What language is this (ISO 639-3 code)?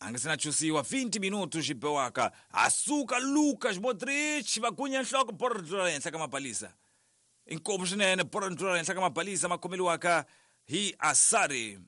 tso